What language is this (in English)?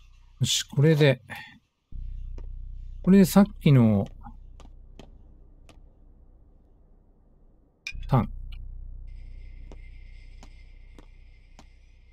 Japanese